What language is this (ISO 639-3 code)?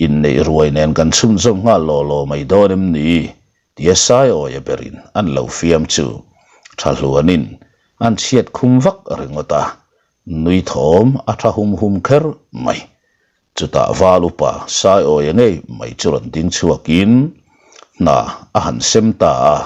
lus